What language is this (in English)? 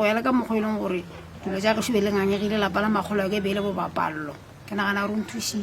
Northern Sotho